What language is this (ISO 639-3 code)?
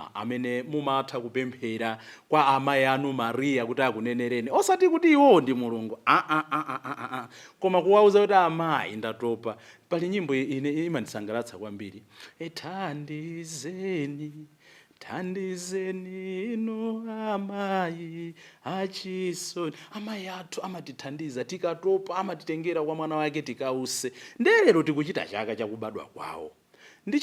nya